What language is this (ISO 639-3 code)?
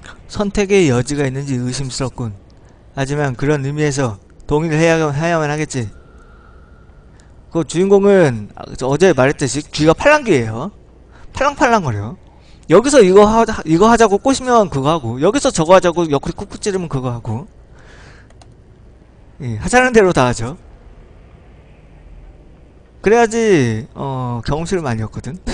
kor